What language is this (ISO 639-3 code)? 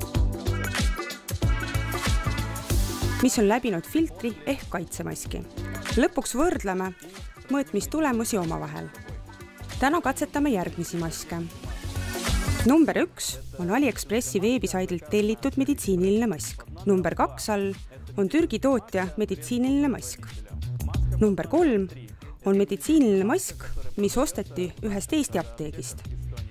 est